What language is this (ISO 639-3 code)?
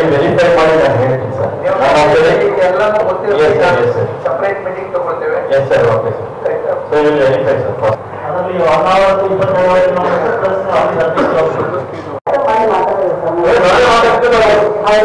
kan